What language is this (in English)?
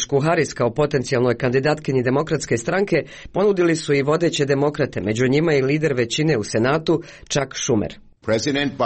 Croatian